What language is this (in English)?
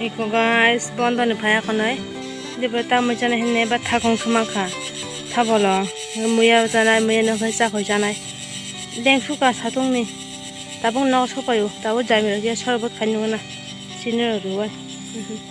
Kok Borok